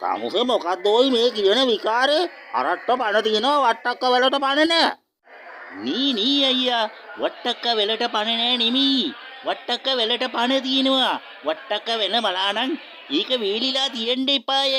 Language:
Sinhala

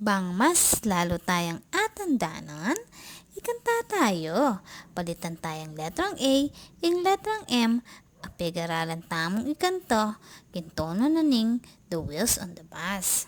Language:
Pampanga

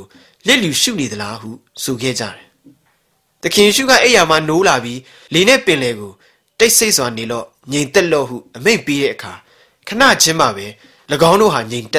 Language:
Burmese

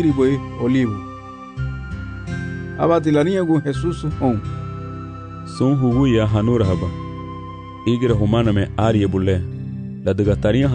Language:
Garifuna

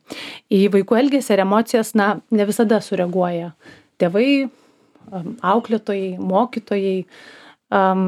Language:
Lithuanian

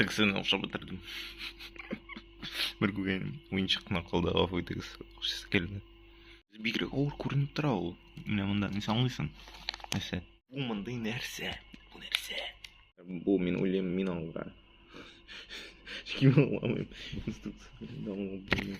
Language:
Tatar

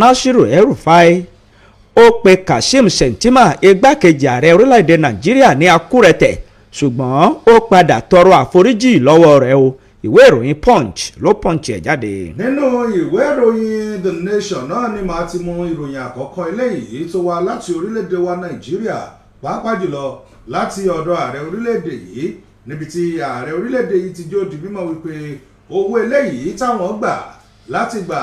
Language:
Yoruba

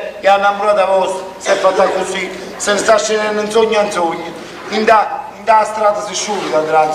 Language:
Neapolitan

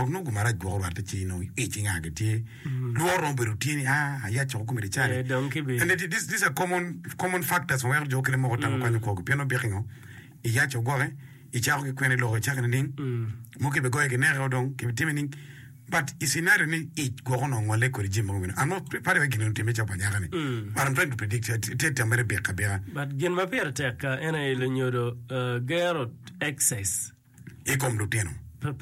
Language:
Acoli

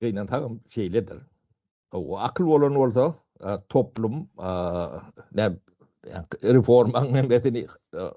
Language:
Turkmen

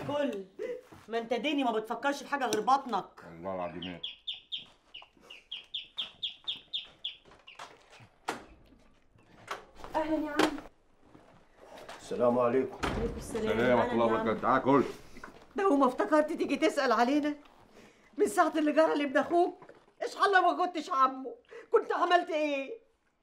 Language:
Egyptian Arabic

